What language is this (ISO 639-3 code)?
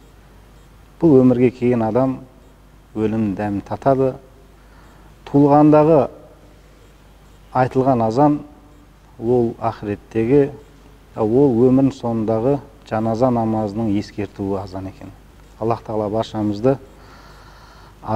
kaz